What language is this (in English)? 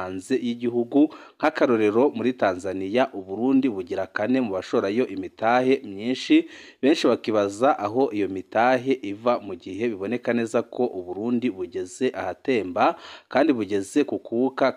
Rundi